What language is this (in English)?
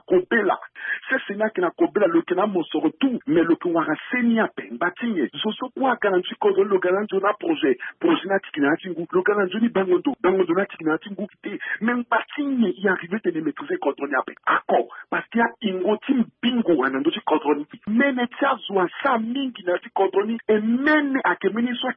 Sango